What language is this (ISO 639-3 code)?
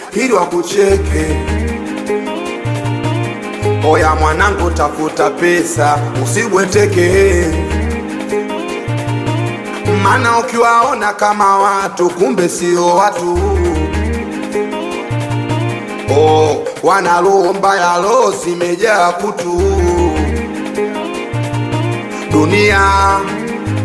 swa